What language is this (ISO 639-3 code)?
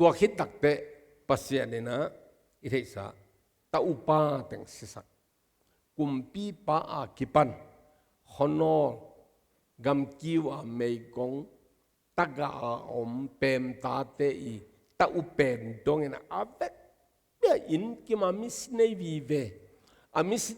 ctd